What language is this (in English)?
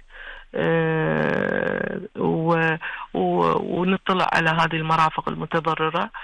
Gulf Arabic